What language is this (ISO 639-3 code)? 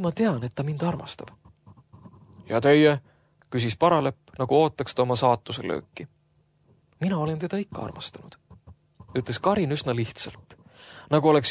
est